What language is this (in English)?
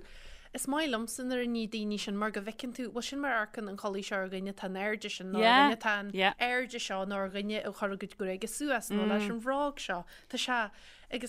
Irish